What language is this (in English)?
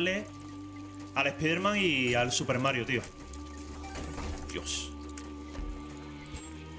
Spanish